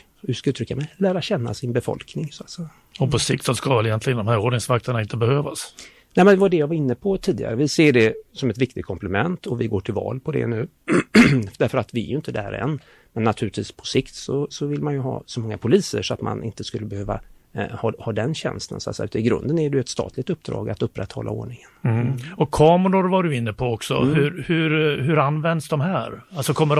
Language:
Swedish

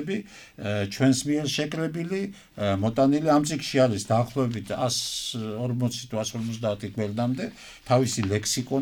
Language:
Georgian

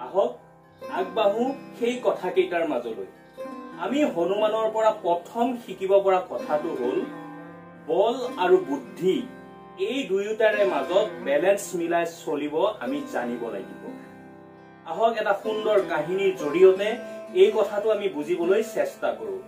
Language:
Assamese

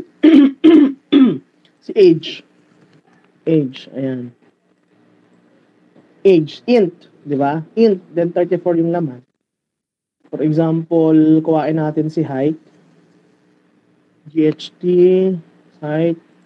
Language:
Filipino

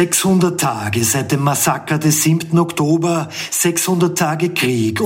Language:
German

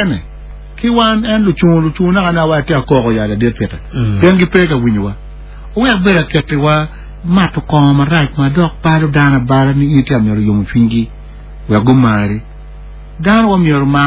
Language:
Acoli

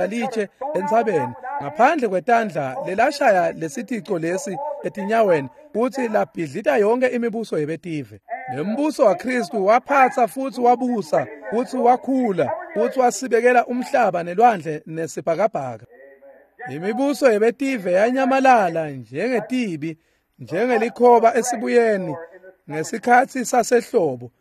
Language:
Swati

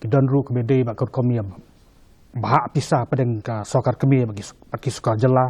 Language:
Khasi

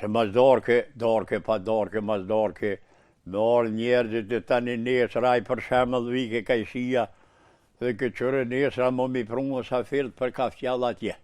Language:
Albanian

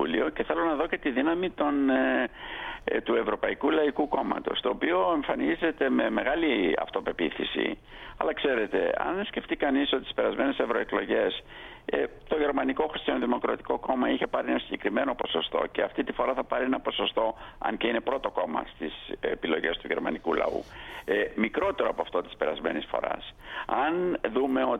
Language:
Greek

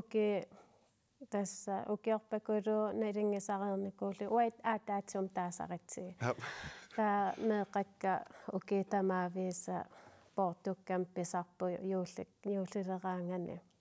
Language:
Kalaallisut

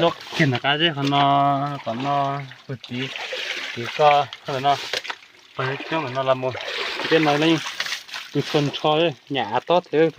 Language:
Hmong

